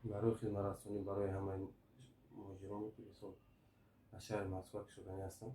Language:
Tajik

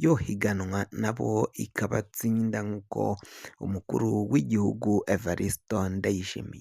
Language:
Rundi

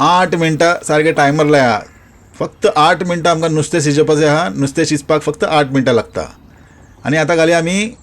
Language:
Konkani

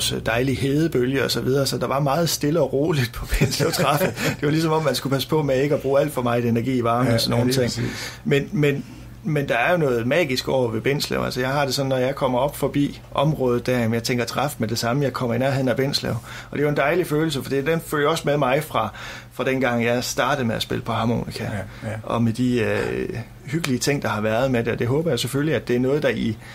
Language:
Danish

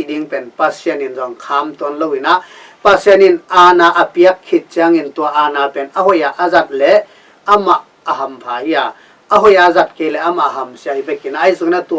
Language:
Tedim Chin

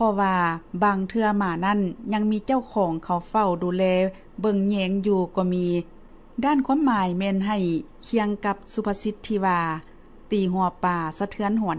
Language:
Lao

